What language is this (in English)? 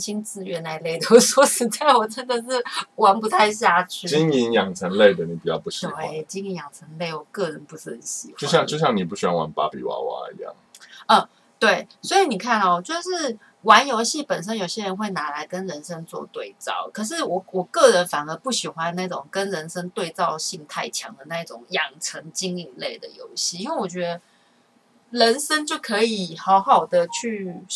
Chinese